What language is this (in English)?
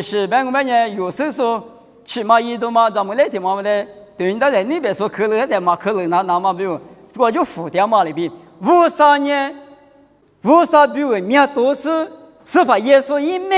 Lisu